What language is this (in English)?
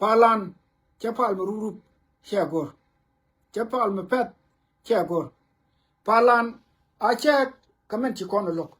Nuer